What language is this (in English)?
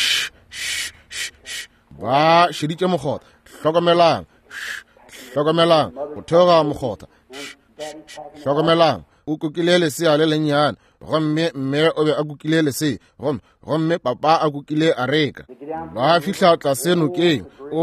Northern Sotho